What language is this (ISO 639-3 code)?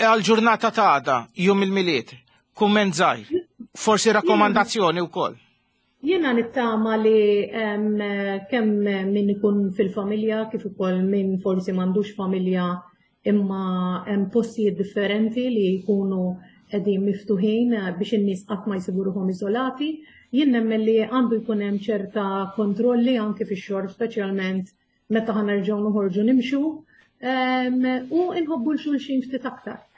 mlt